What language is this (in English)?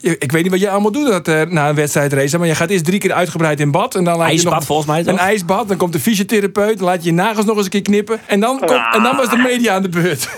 Western Frisian